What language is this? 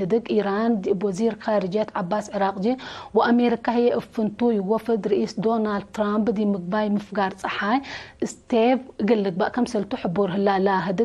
Tigre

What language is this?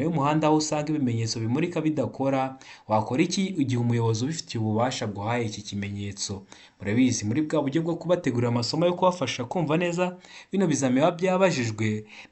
Kinyarwanda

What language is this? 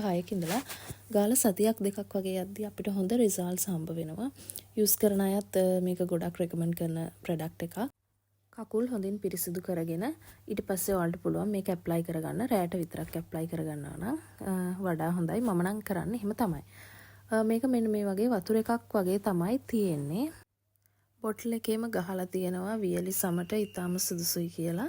Sinhala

